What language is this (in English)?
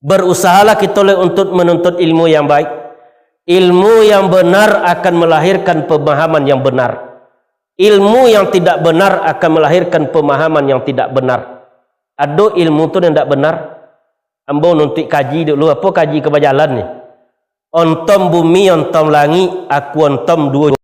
Minangkabau